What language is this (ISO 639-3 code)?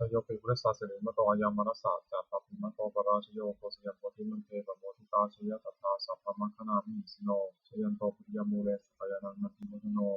pli